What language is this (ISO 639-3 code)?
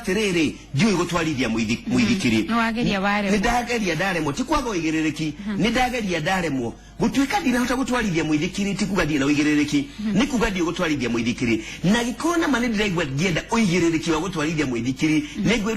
kik